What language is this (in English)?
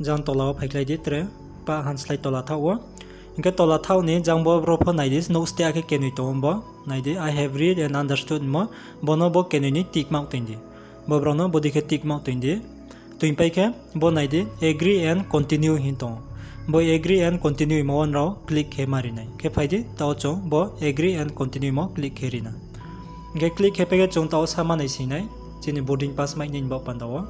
Riang (India)